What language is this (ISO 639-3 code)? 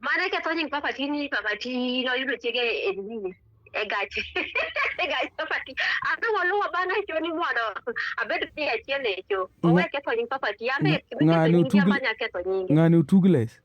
luo